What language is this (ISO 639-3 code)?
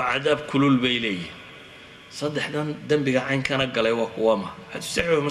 som